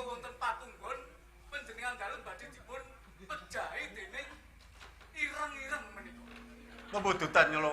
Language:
Javanese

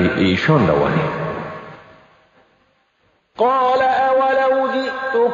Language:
Persian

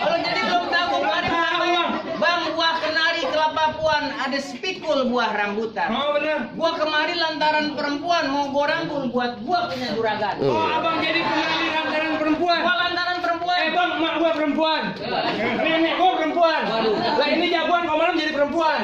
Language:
Betawi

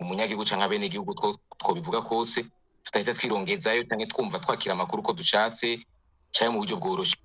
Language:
Rundi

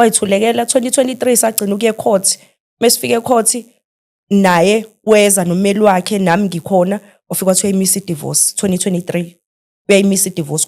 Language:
Zulu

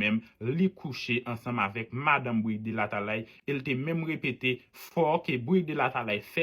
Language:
Haitian Creole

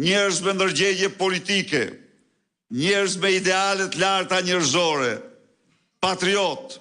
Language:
Albanian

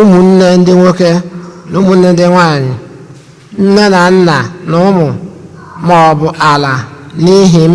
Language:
Igbo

